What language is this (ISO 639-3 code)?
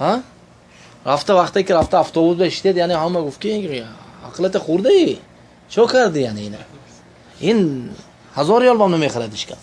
tgk